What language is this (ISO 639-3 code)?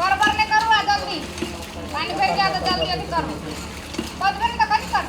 mai